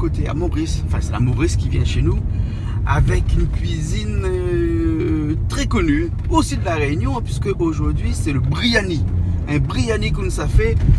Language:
Réunion Creole French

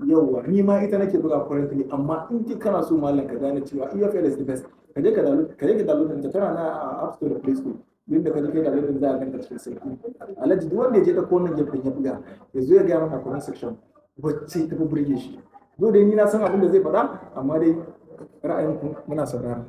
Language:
Hausa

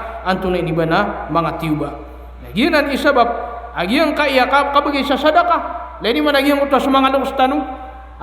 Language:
Maranao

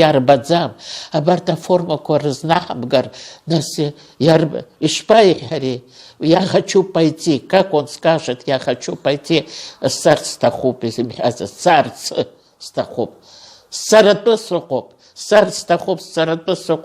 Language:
Abkhazian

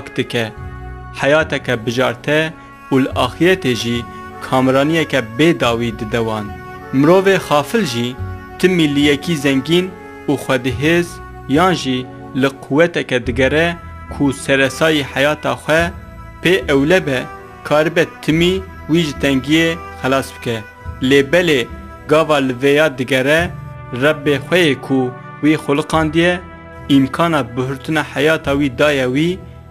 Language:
Kurdish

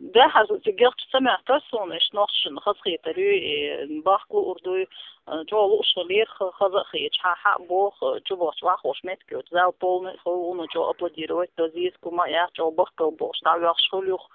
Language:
Chechen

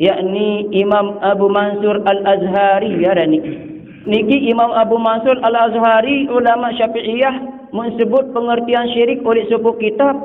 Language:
Sasak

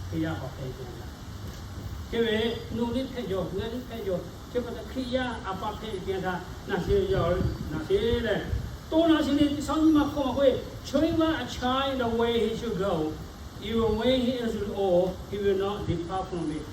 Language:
Lahu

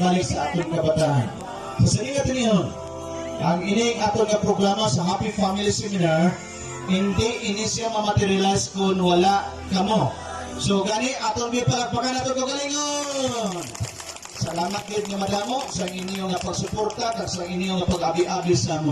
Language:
Hiligaynon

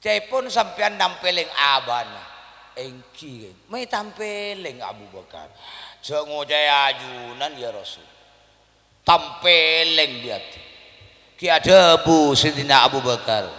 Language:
Madurese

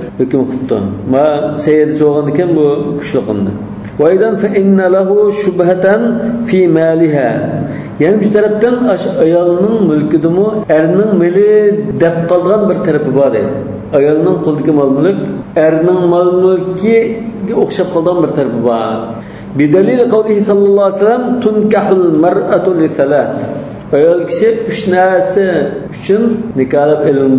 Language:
Uyghur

